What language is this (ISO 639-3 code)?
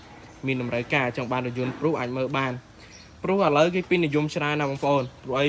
khm